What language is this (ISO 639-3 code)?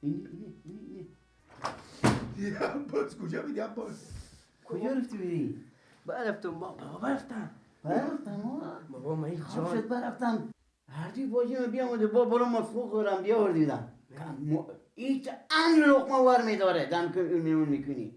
fas